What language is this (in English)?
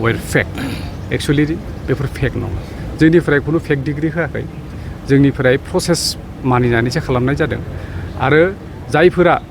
Bodo